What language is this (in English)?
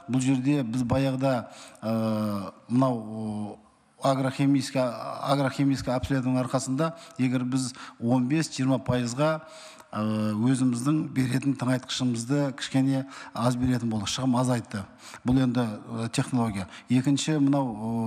Kazakh